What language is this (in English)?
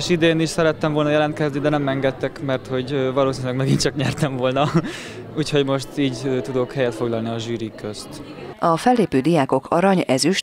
Hungarian